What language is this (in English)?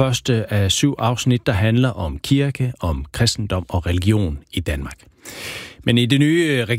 Danish